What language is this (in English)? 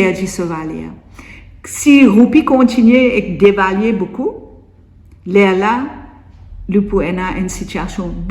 Morisyen